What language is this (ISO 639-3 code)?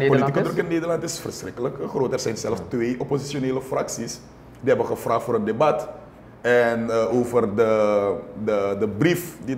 nld